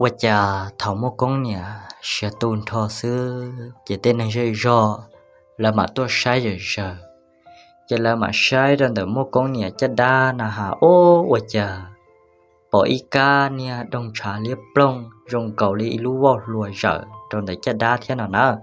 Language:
Hmong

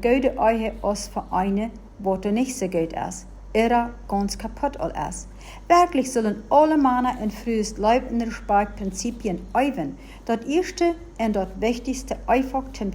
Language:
Plautdietsch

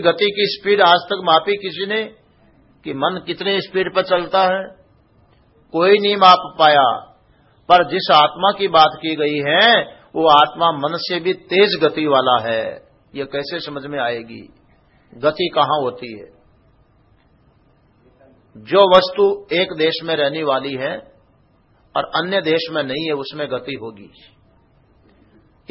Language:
Hindi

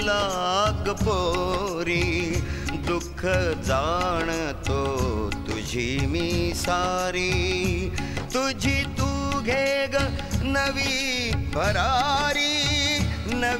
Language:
Marathi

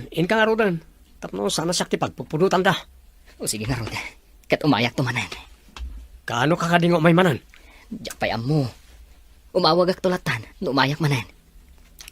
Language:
Iloko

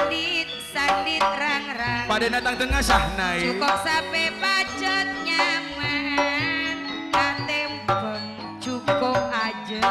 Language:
Madurese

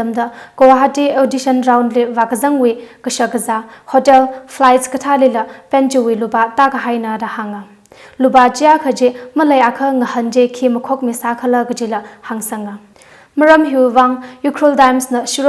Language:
Tangkhul Naga (India)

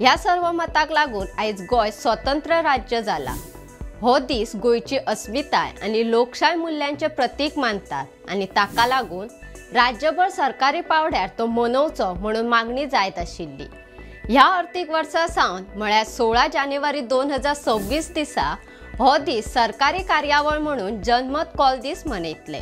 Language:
Konkani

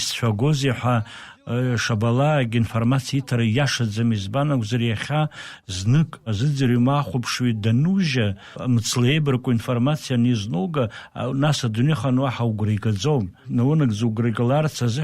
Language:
Abkhazian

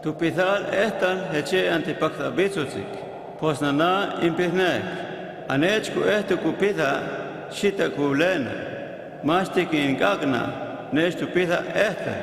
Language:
Huastec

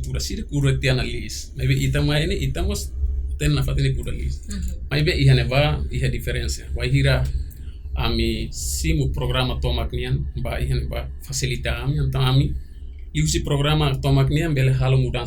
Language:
Tetum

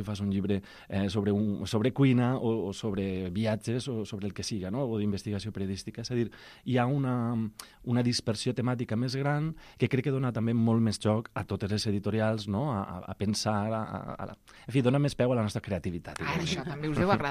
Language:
Catalan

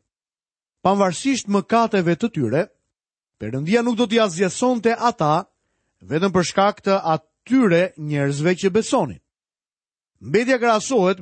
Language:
Albanian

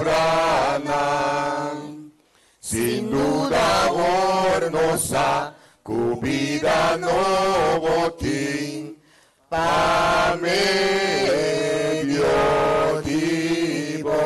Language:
Papiamento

